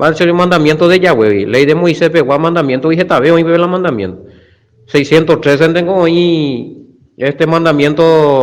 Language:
Guarani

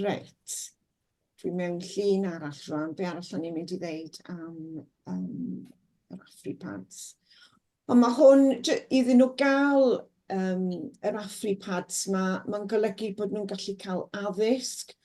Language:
Welsh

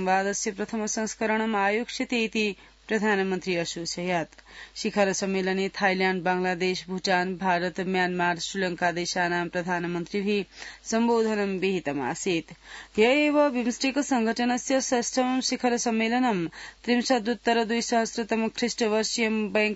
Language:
Sanskrit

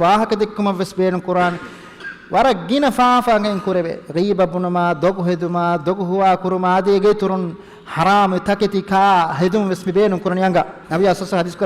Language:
Divehi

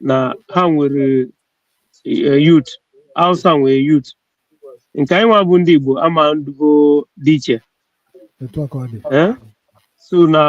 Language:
Igbo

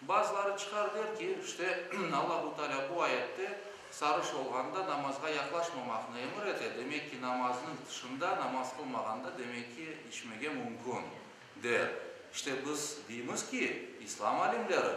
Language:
Crimean Tatar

